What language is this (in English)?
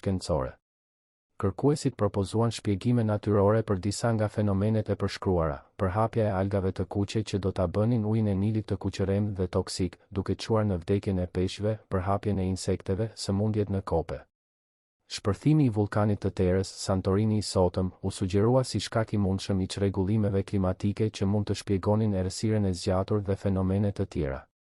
Albanian